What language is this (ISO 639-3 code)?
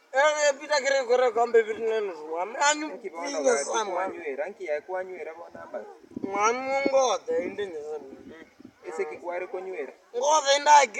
guz